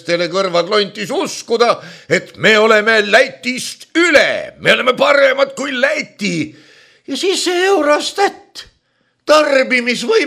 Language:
Estonian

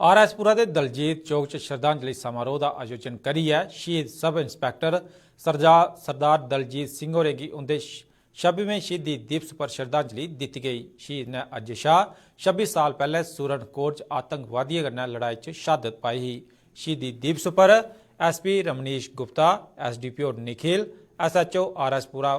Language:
Dogri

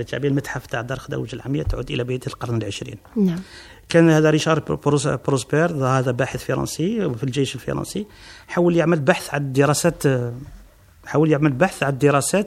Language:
Algerian Arabic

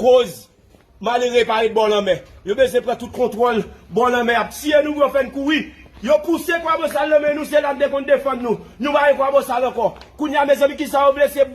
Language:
Haitian Creole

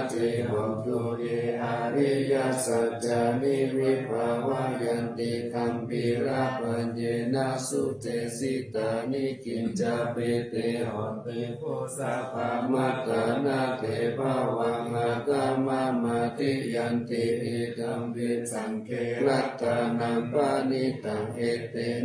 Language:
Pali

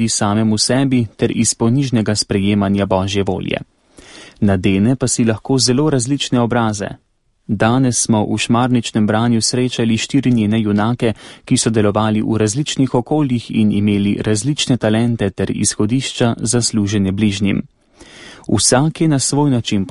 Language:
Slovenian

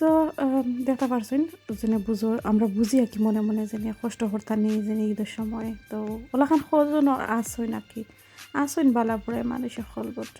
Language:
Sylheti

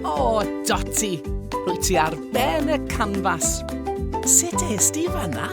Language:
Welsh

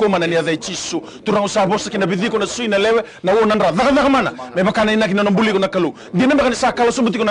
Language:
Fijian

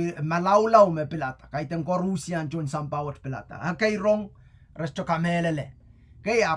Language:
Pohnpeian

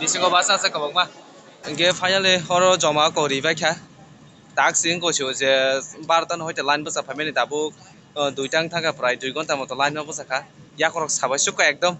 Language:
Kok Borok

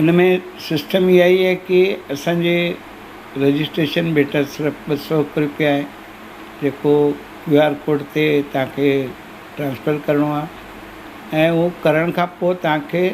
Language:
Sindhi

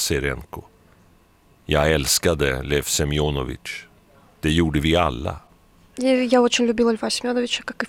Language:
Swedish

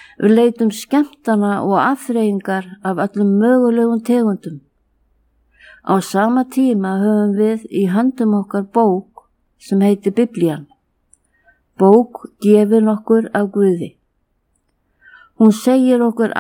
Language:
Icelandic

